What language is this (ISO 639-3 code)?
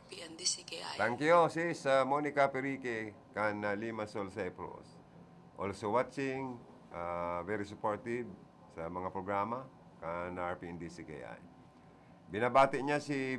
bik